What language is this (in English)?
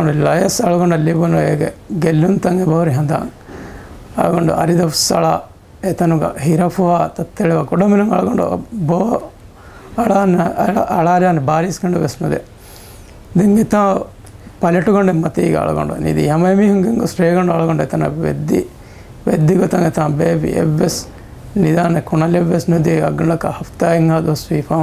Divehi